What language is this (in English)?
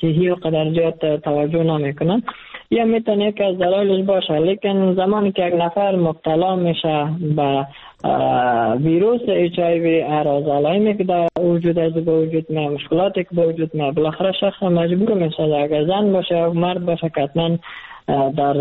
Persian